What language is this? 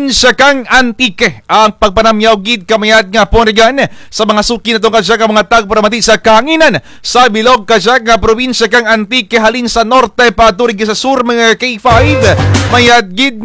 Kinaray-a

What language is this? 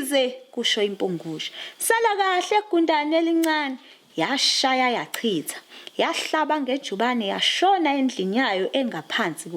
Zulu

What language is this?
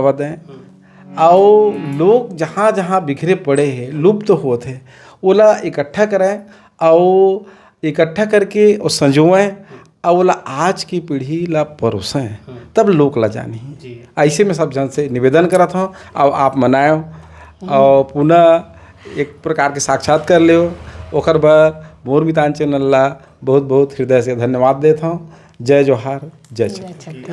Chhattisgarhi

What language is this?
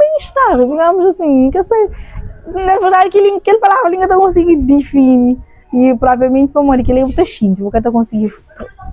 Kabuverdianu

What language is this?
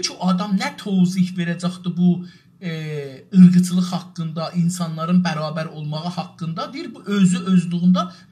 South Azerbaijani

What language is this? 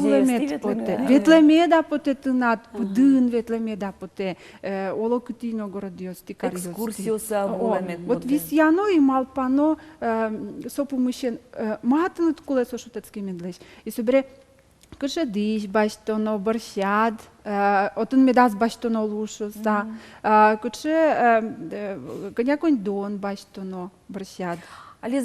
Udmurt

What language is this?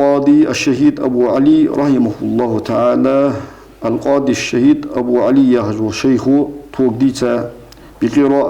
Ingush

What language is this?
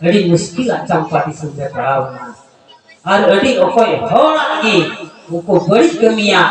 Santali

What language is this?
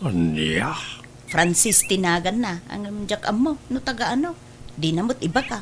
Iloko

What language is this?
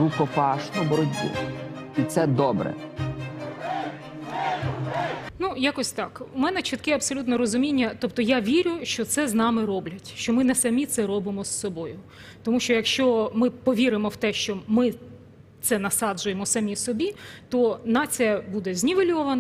Ukrainian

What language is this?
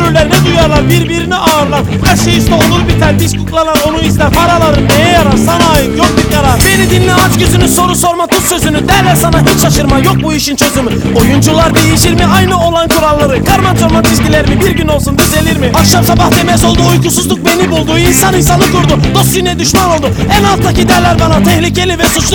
Turkish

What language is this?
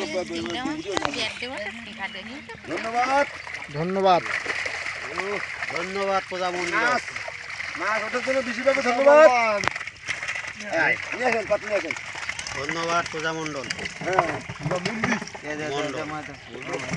Bangla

